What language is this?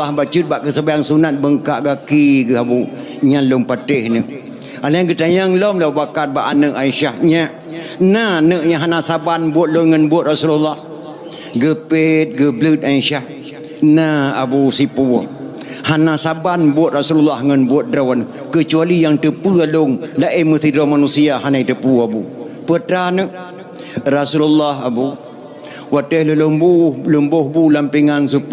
Achinese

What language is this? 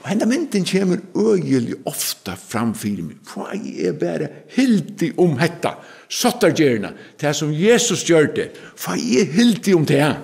Faroese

